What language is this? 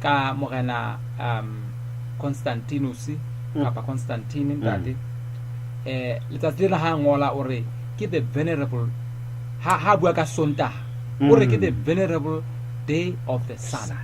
Southern Sotho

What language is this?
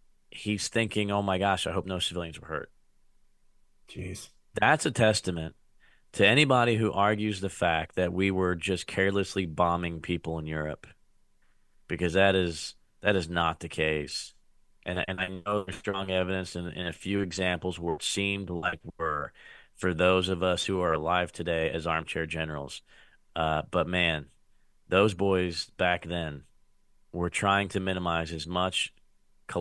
English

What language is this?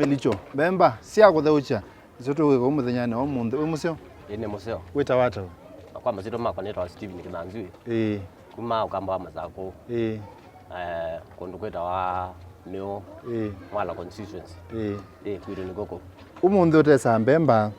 Kamba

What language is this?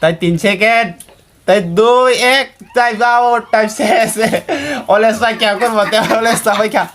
Kok Borok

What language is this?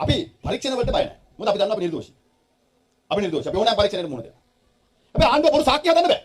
Sinhala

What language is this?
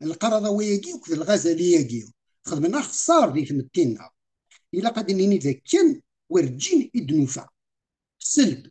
Kabyle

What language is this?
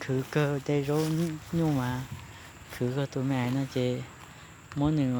Hmong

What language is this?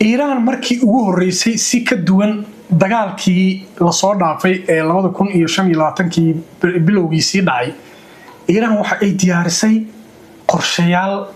Somali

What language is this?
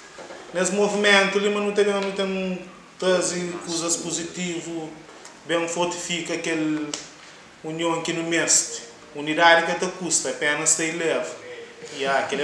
Kabuverdianu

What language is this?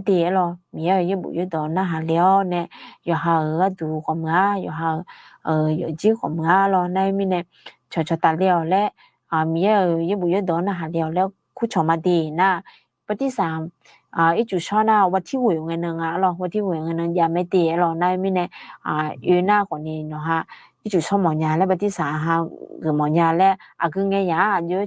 Akha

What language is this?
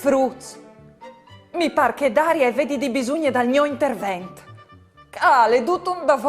Friulian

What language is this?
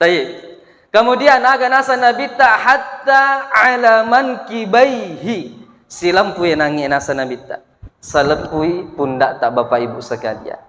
Buginese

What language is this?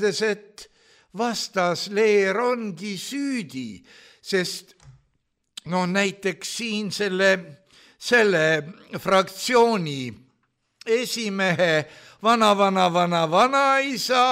Estonian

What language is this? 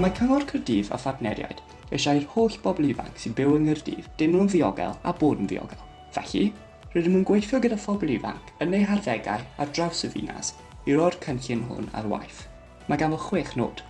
Welsh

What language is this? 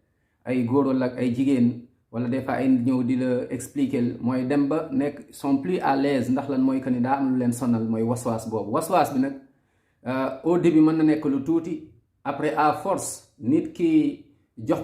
Wolof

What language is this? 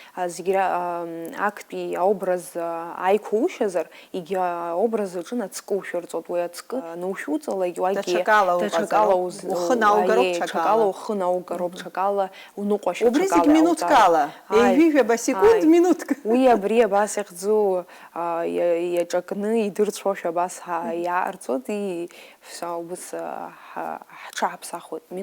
Abkhazian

